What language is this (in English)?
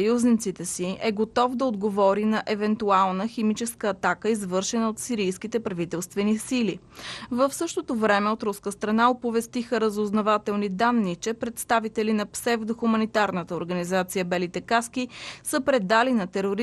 Bulgarian